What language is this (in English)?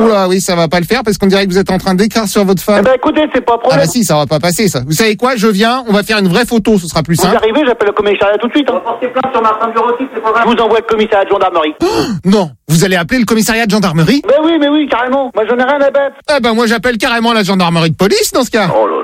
French